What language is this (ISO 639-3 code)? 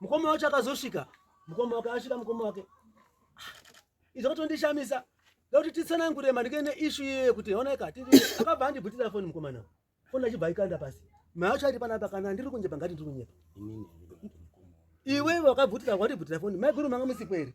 sna